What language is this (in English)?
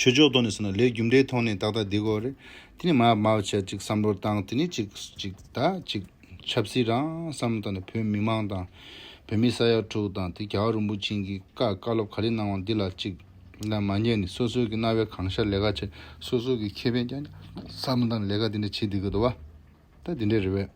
Tibetan